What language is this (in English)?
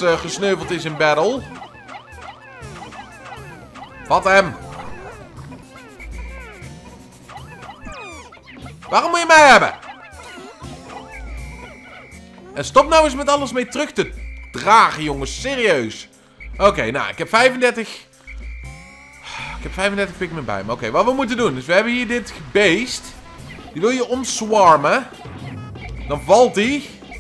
Dutch